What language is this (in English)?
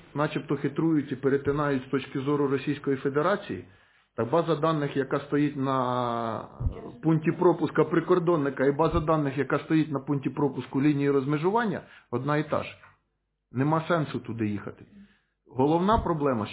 Ukrainian